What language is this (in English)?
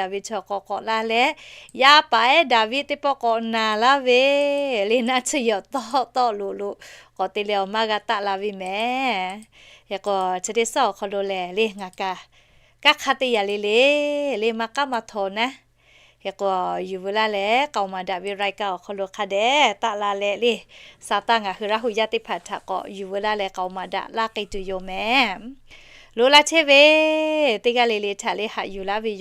Lahu